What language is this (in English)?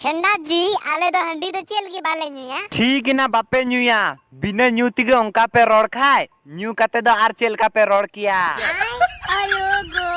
Santali